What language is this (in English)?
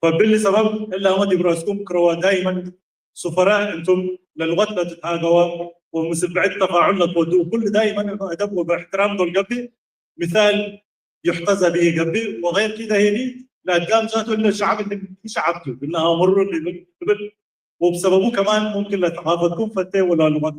Tigre